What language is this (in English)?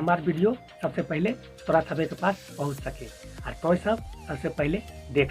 Magahi